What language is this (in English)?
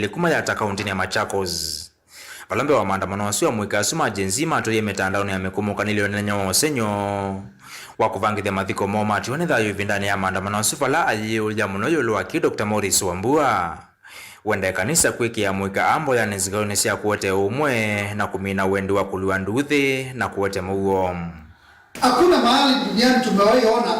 Kamba